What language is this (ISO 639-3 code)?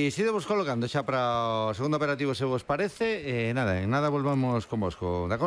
glg